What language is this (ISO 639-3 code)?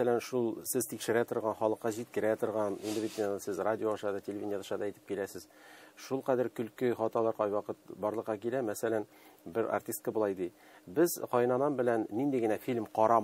tat